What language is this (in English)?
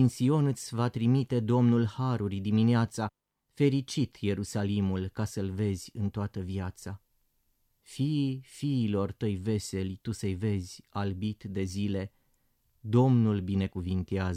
Romanian